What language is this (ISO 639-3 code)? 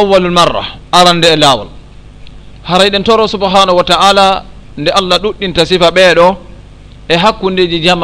ful